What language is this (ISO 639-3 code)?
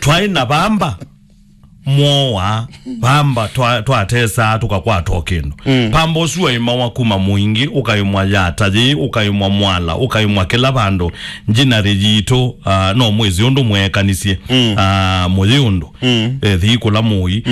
kam